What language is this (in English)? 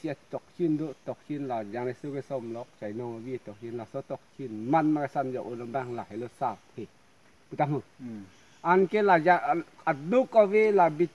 Karbi